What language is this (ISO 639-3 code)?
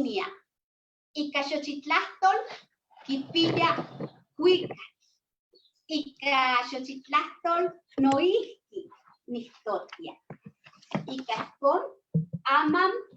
nhe